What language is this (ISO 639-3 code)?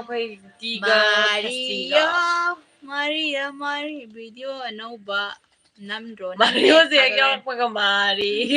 mni